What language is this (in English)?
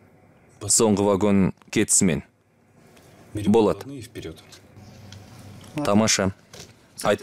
Kazakh